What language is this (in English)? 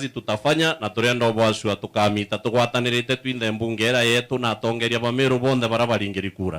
Meru